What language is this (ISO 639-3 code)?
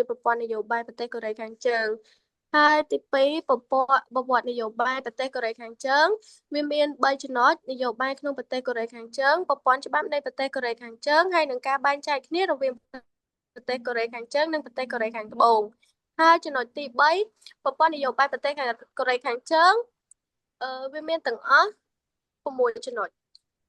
khm